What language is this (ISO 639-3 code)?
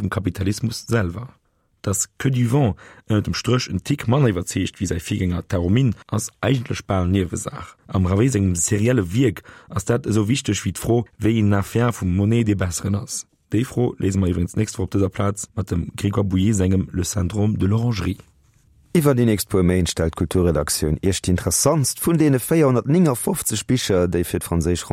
ltz